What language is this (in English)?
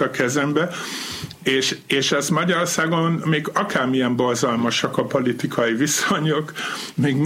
Hungarian